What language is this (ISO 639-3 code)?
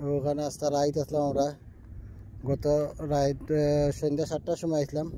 syl